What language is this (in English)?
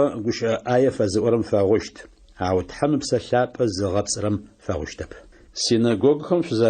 Adyghe